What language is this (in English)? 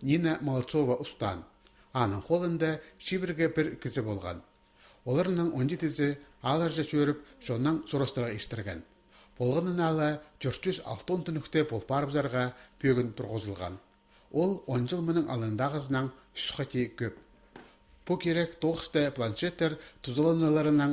Khakas